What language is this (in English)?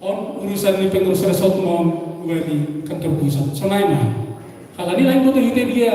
Batak Simalungun